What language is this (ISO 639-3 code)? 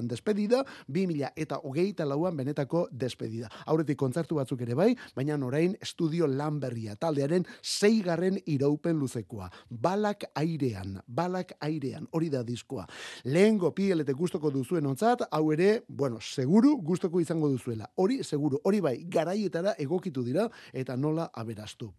eus